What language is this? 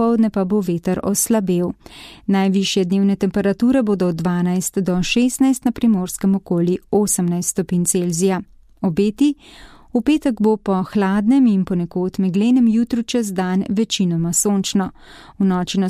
Slovenian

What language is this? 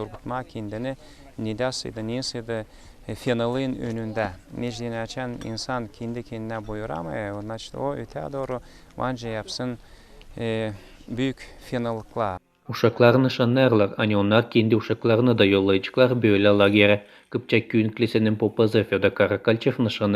Gagauz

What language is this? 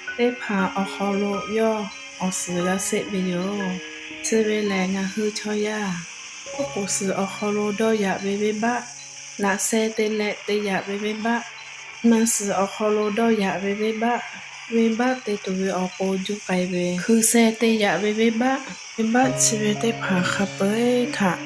Lahu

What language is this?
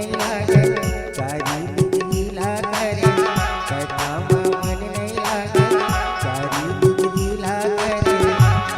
Chhattisgarhi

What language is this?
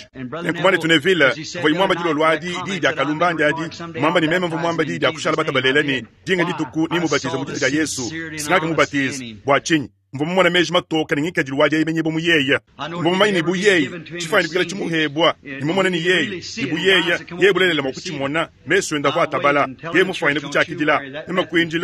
Luba-Lulua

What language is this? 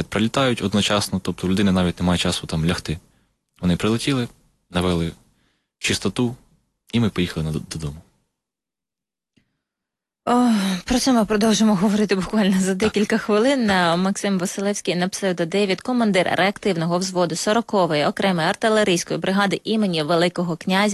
Ukrainian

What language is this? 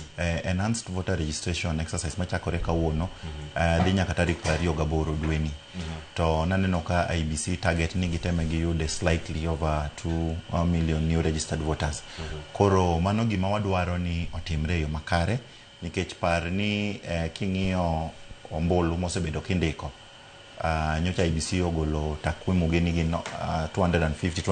Luo (Kenya and Tanzania)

